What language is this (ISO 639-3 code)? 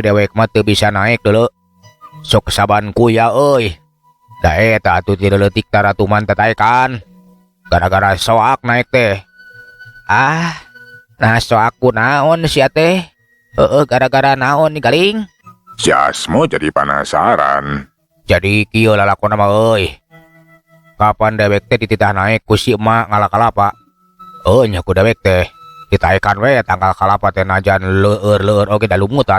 sun